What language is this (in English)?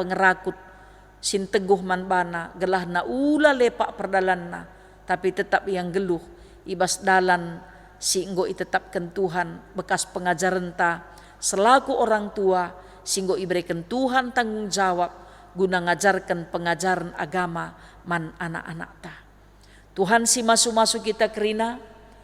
Batak Karo